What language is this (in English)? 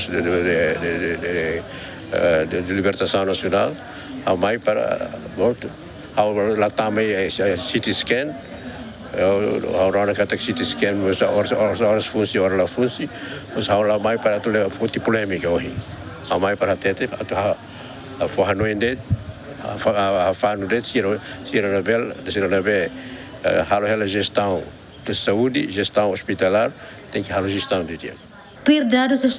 Tetum